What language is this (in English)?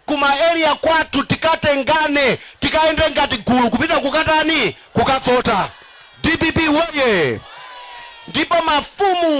Nyanja